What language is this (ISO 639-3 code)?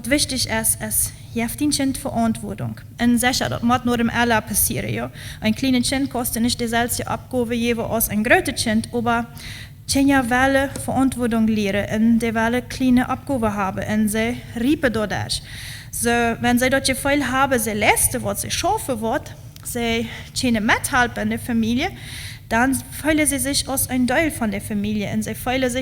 pdt